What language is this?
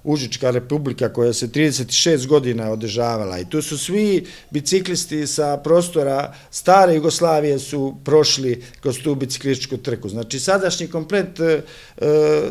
Serbian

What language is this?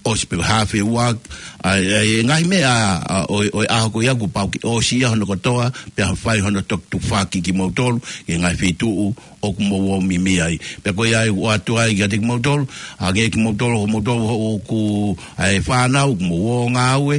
Tongan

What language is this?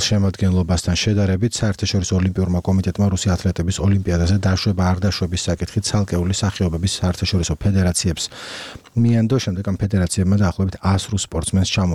Georgian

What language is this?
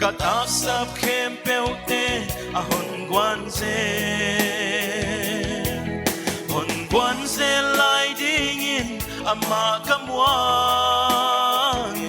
Paite Chin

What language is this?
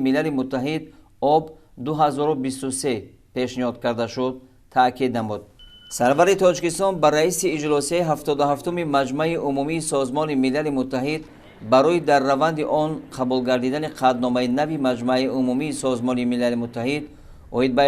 Tajik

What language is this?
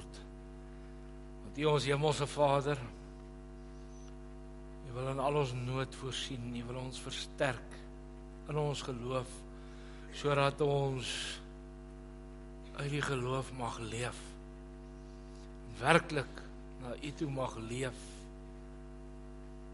Afrikaans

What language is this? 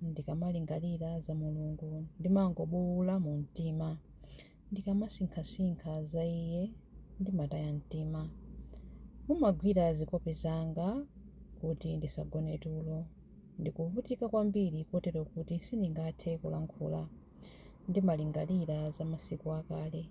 Nyanja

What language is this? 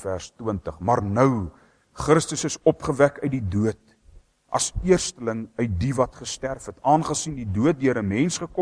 Afrikaans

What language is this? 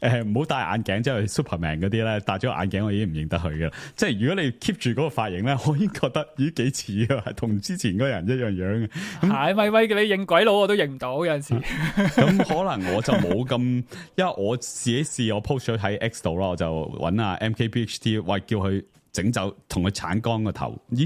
Cantonese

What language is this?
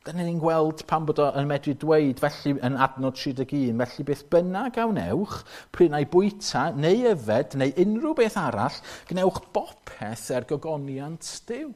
Welsh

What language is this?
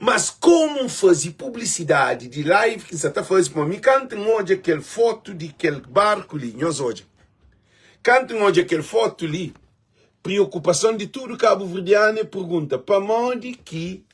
Kabuverdianu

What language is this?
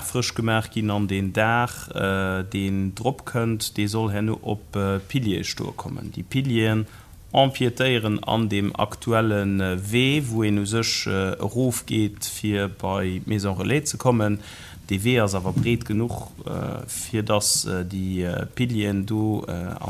Luxembourgish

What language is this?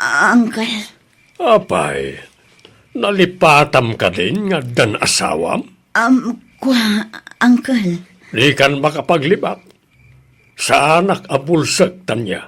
Iloko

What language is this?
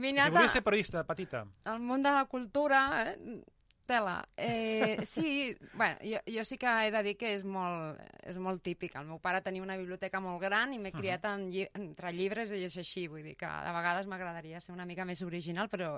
Catalan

